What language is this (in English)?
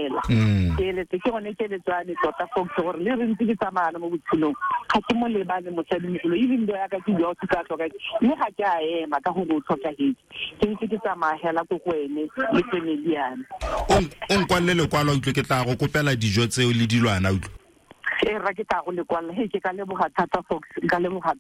Tswana